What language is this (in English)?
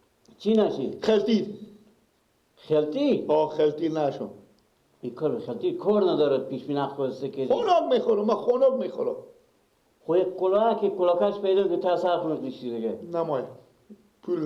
Persian